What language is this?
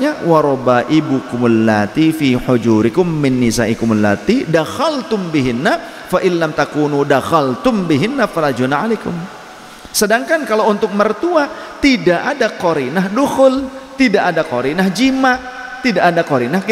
Indonesian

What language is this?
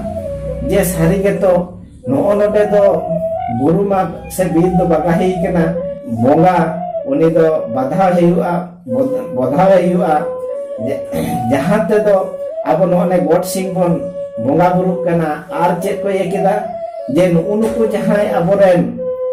Santali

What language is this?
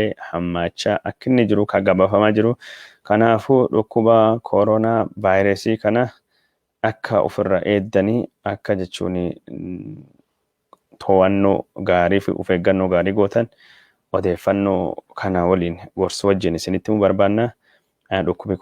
Oromo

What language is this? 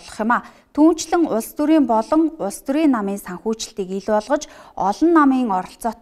Mongolian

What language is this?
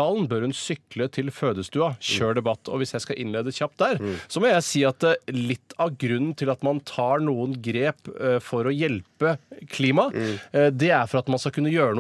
Norwegian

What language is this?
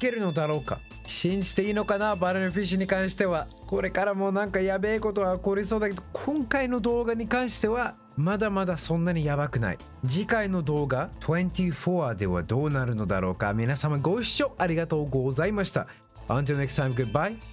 Japanese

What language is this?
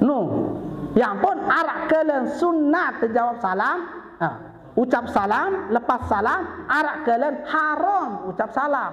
Sasak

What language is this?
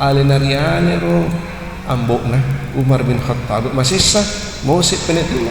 Buginese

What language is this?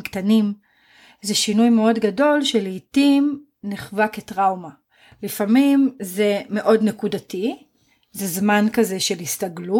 Hebrew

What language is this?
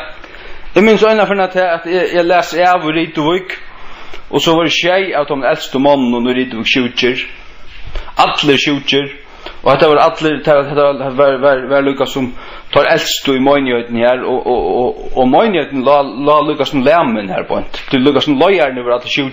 Faroese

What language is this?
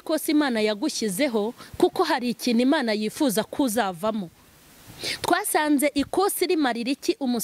Kinyarwanda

